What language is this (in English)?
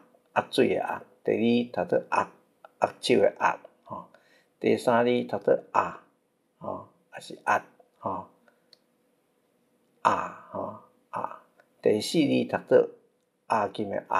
Min Nan Chinese